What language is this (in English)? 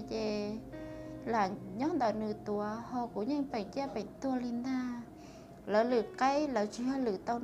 Hmong